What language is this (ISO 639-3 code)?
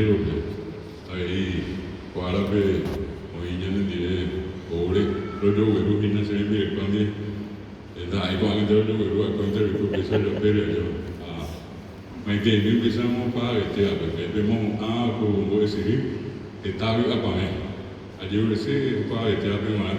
grn